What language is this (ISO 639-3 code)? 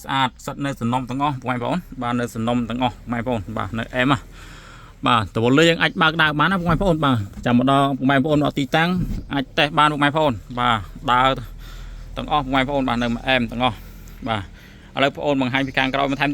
khm